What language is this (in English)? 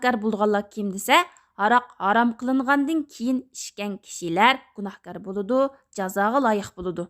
Uyghur